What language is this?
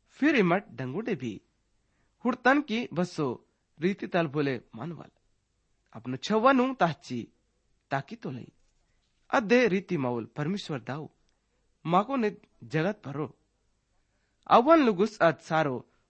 Gondi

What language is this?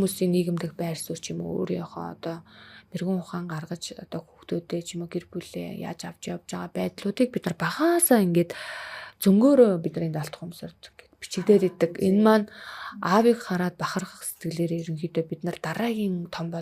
Mongolian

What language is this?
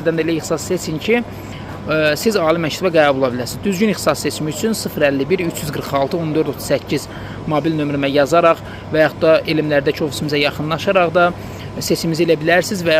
Azerbaijani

